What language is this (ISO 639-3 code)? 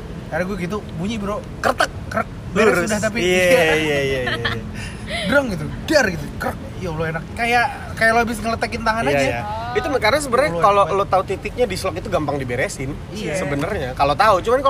ind